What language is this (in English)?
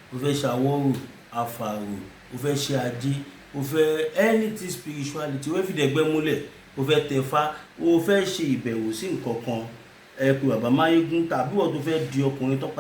Yoruba